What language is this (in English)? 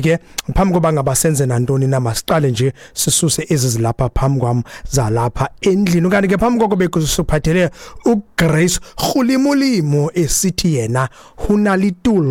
Xhosa